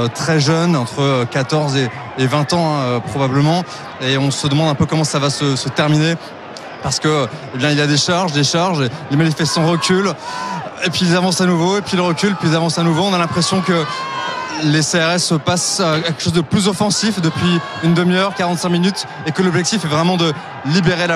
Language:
French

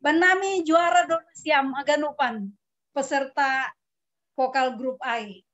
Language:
Batak Simalungun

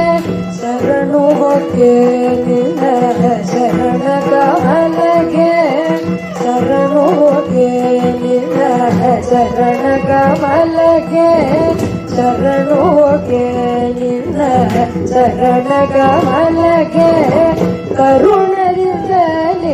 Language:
Kannada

